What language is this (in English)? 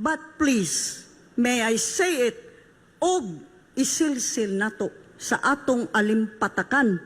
Cebuano